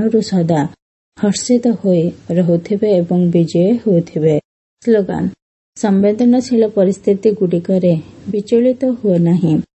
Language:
Odia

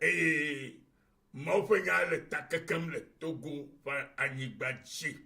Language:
Ewe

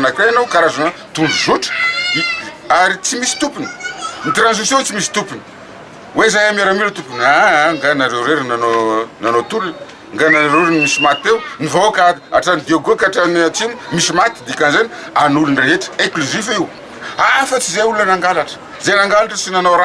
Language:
Malagasy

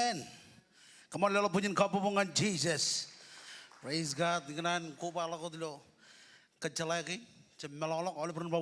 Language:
Marshallese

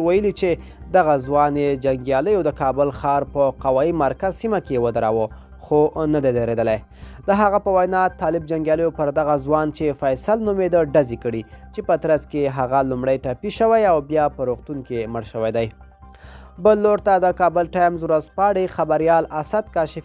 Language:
Pashto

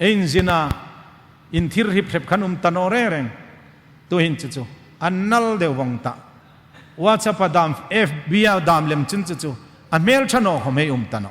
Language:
Hmar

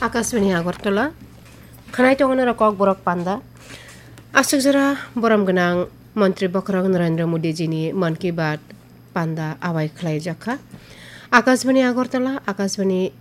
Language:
Kok Borok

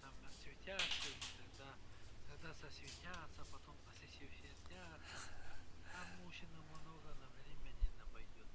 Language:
Yakut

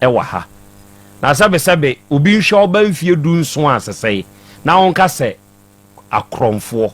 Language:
Akan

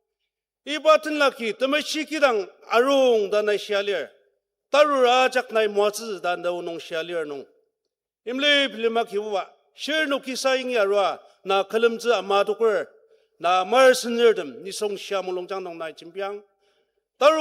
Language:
Ao Naga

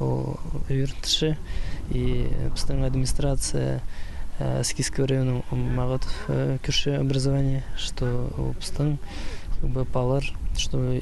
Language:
Khakas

